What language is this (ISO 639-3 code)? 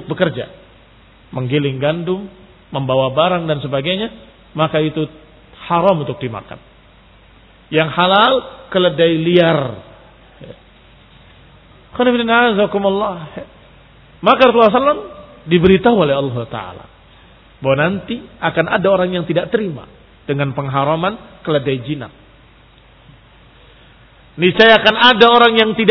ind